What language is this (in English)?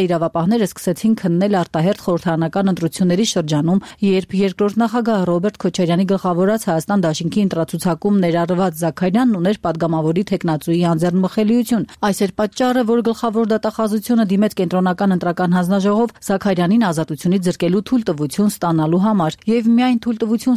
Armenian